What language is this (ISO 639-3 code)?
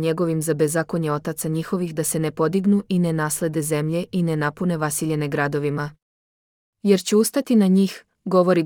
srp